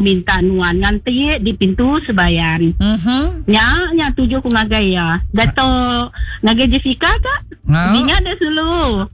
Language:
Iban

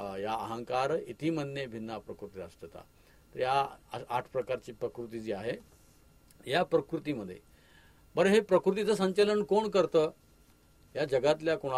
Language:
Marathi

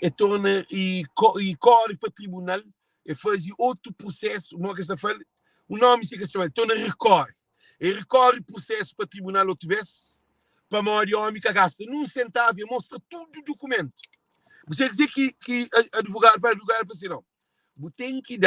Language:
Kabuverdianu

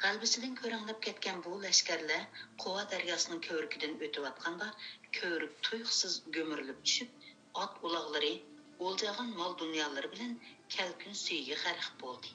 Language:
Uyghur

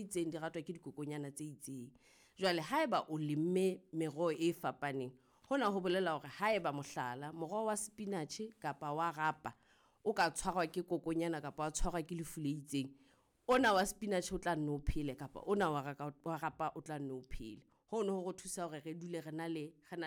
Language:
Southern Sotho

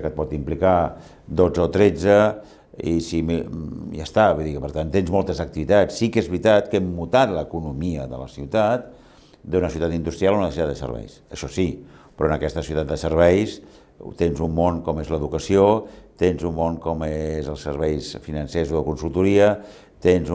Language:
Catalan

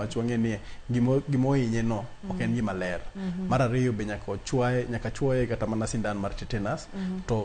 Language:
Luo (Kenya and Tanzania)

